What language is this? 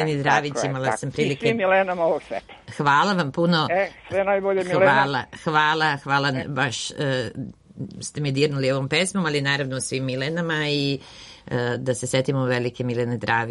Serbian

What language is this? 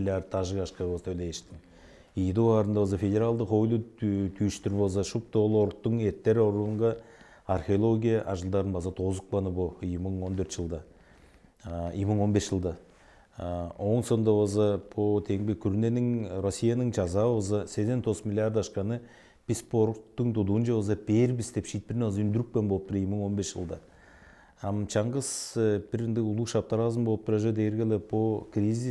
Tuvinian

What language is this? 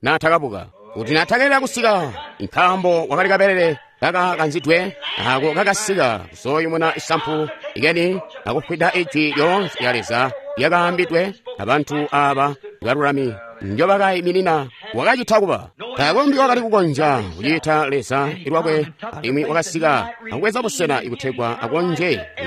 Tonga (Zambia)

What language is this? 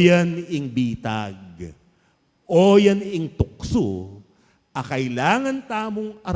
Pampanga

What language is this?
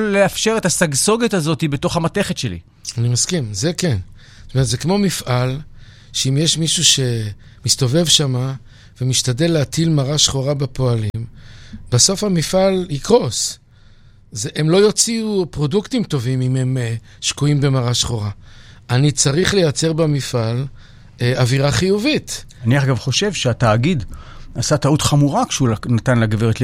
Hebrew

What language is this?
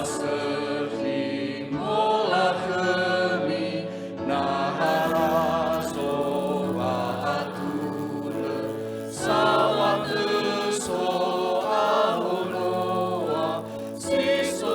Nias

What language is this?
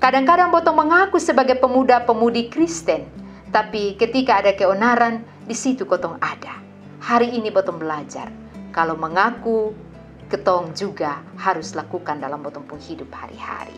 Kupang Malay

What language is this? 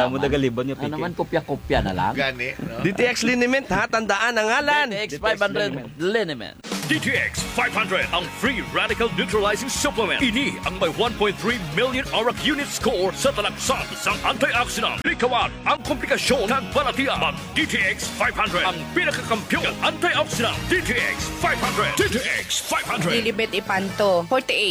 Hiligaynon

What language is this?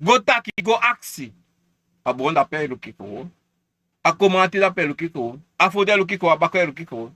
Sranan Tongo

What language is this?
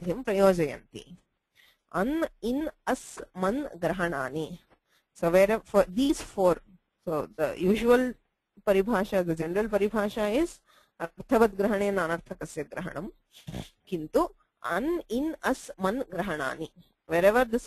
Sanskrit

